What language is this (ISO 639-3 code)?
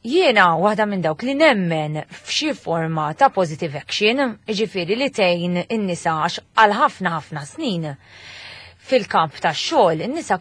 mlt